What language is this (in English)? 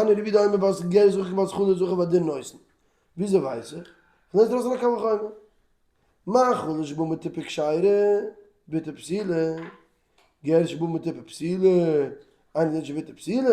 Yiddish